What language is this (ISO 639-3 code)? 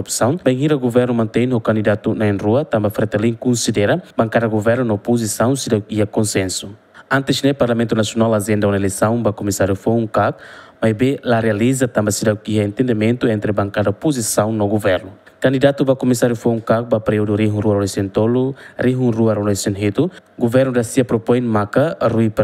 tet